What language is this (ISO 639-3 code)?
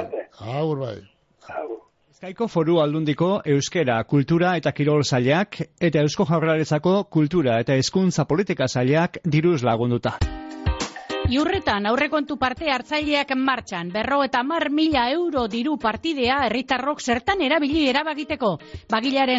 eus